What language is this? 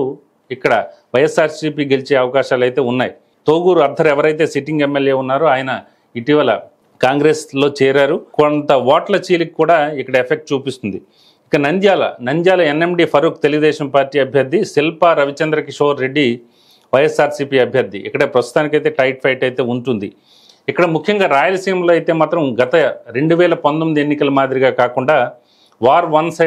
Telugu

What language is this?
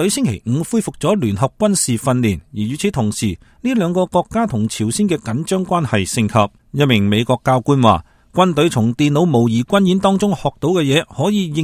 Cantonese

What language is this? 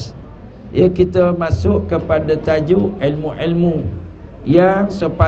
Malay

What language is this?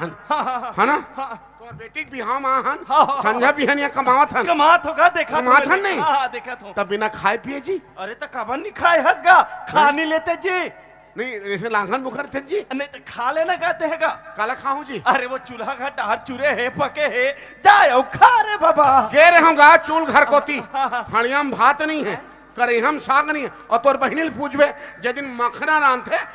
Chhattisgarhi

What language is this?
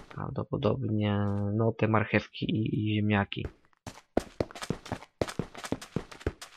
Polish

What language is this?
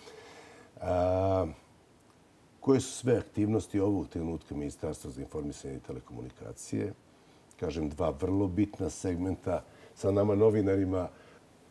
Serbian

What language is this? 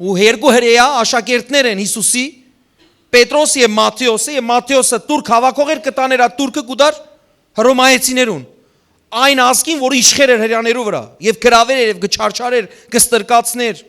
Western Armenian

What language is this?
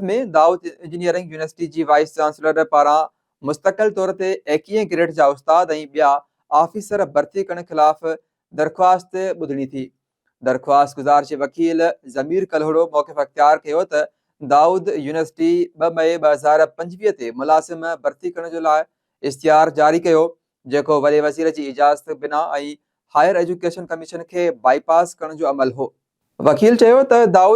Sindhi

